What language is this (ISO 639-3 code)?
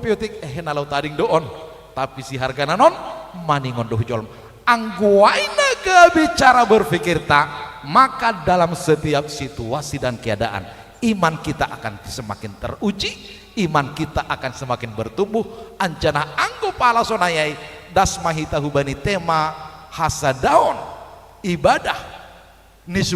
bts